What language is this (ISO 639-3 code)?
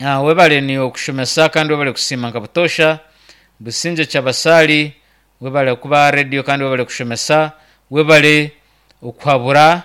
nyn